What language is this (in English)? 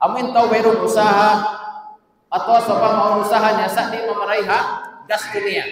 Tausug